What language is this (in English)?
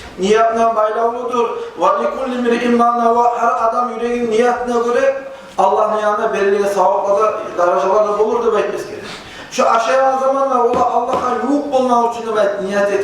Kumyk